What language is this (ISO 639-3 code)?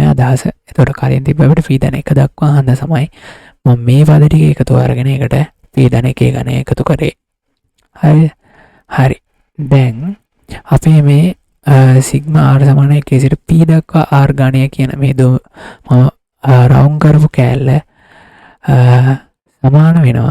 sin